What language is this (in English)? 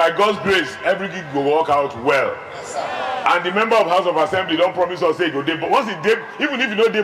Nigerian Pidgin